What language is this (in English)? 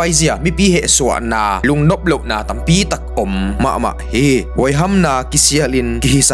Tedim Chin